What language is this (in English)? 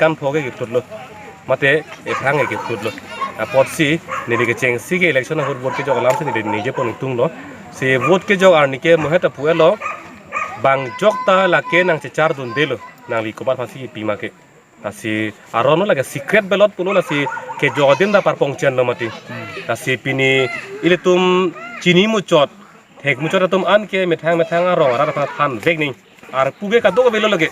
Karbi